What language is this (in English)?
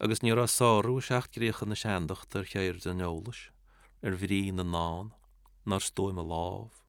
Irish